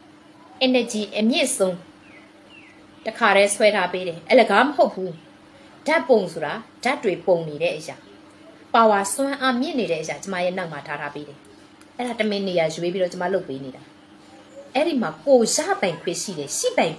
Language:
Burmese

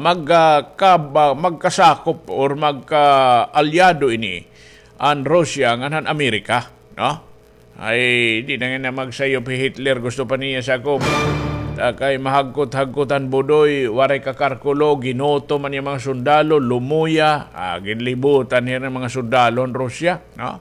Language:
Waray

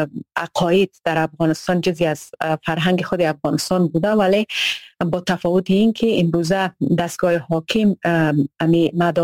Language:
Persian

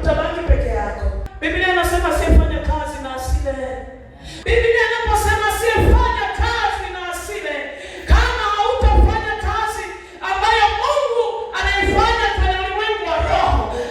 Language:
Swahili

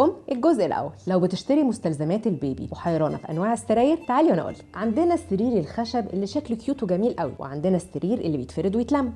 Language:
Egyptian Arabic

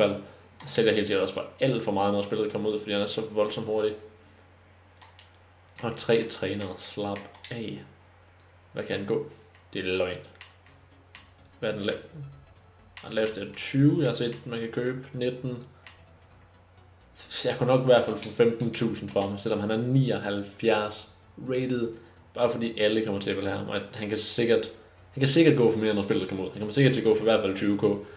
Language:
Danish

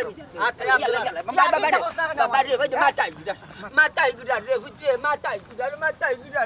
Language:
Sylheti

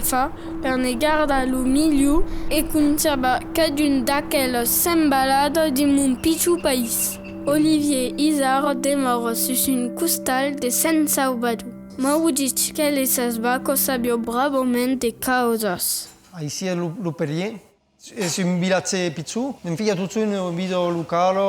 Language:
Occitan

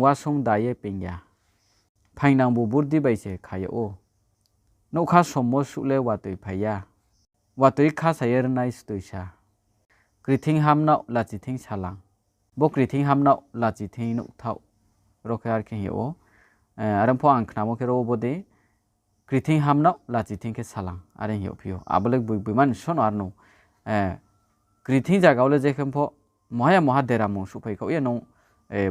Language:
Riang (India)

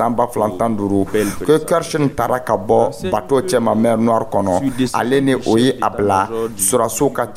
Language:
Dyula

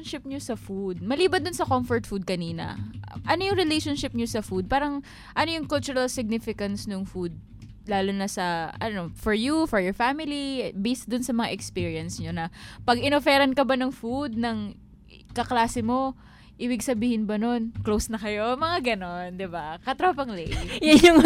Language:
Filipino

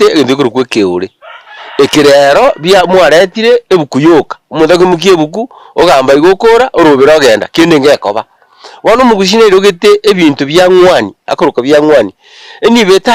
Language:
Gusii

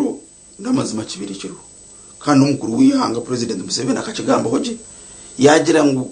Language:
Nyankole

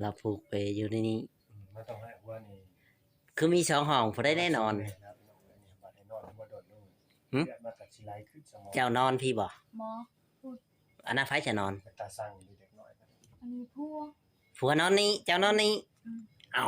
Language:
Northeastern Thai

